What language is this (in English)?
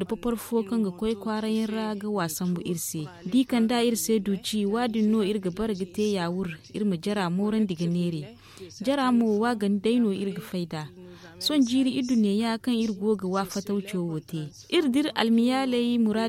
Zarma